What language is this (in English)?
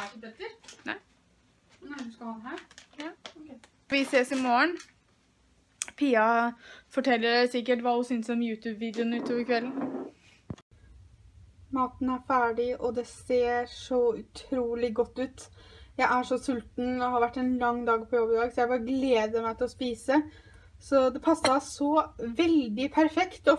Norwegian